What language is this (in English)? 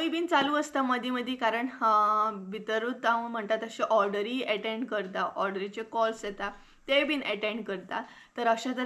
Konkani